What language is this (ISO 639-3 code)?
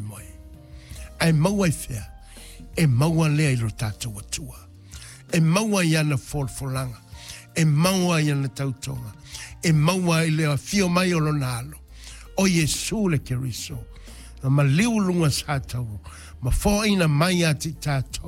smo